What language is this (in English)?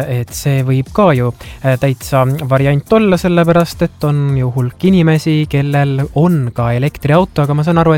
Estonian